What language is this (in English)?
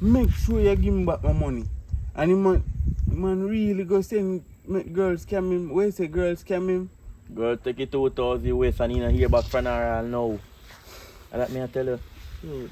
Jamaican Creole English